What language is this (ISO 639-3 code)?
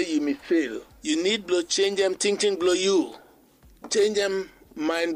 bis